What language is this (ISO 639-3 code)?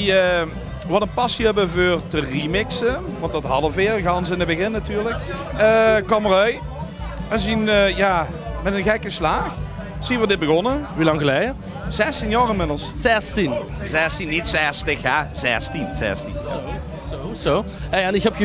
lim